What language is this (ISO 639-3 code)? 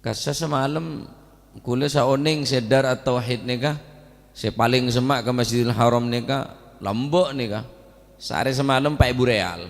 mad